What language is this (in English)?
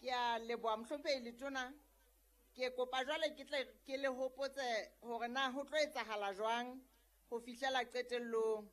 Southern Sotho